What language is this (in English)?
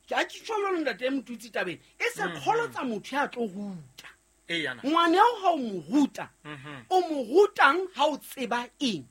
Southern Sotho